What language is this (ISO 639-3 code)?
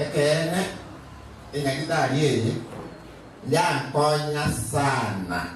guz